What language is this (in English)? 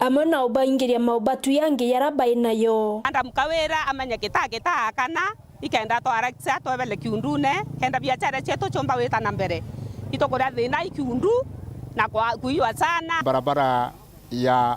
Meru